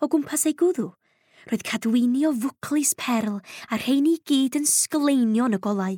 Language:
Welsh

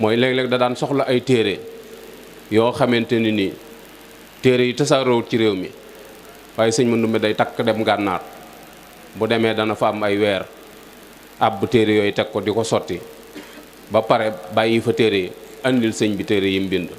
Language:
Wolof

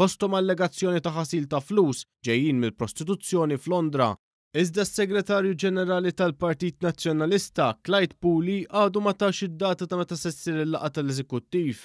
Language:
Maltese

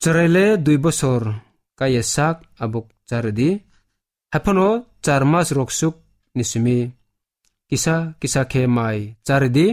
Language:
Kok Borok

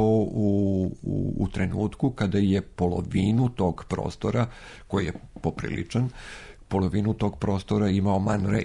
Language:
Serbian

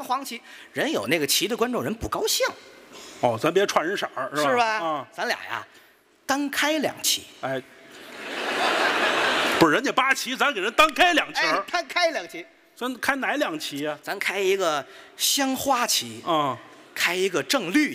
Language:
Chinese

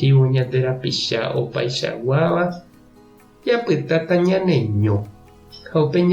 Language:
Guarani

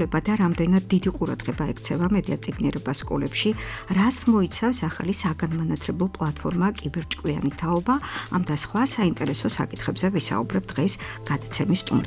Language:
Georgian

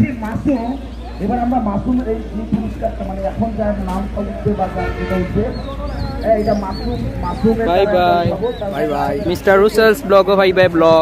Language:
Sylheti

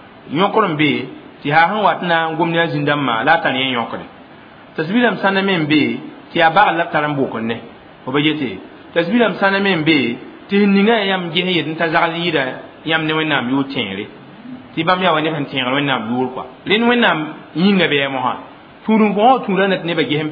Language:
Mossi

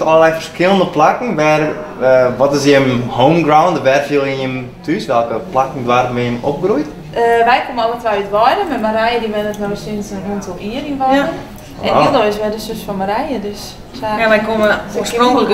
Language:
Western Frisian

